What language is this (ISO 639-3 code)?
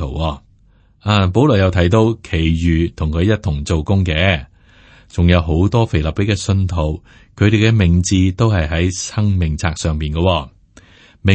yue